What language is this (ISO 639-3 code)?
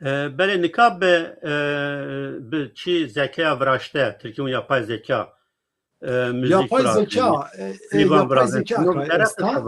zza